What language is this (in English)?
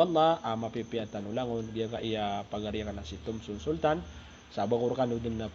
Maranao